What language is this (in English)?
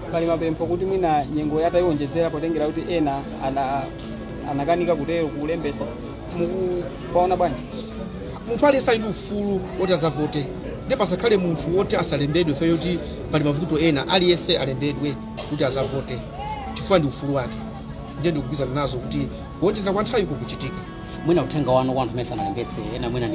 Nyanja